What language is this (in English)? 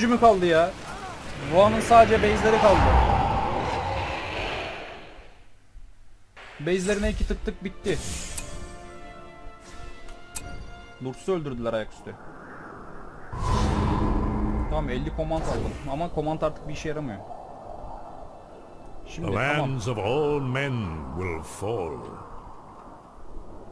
Turkish